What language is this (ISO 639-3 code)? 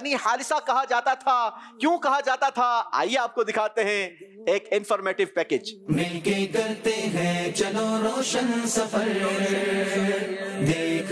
urd